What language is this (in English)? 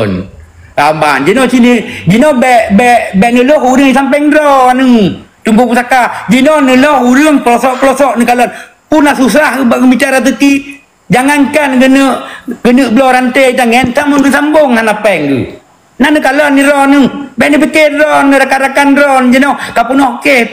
Achinese